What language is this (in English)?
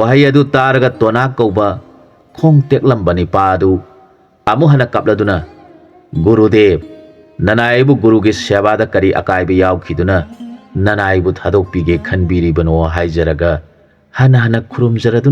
Manipuri